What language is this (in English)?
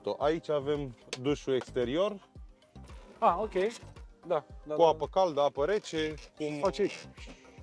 Romanian